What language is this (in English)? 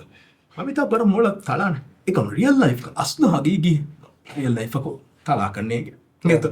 Divehi